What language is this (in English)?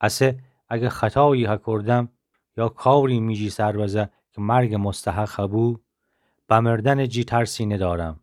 Gilaki